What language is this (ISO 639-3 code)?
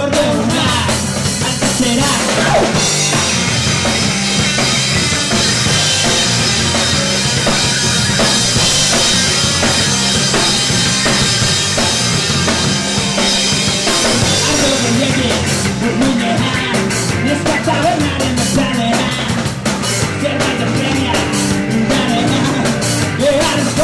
eus